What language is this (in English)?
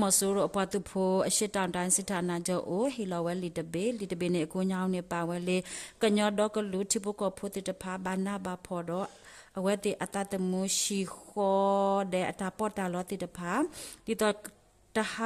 S'gaw Karen